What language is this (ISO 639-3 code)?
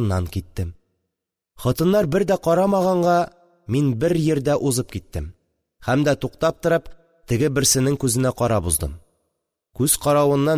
tat